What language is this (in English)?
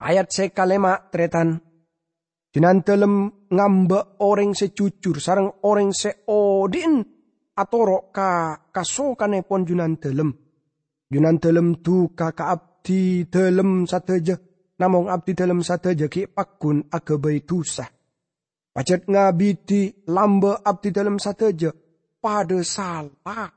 Madurese